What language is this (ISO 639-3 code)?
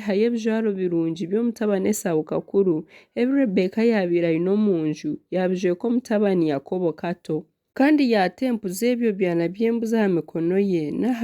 nyn